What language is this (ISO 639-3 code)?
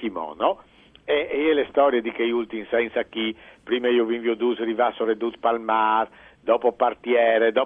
fur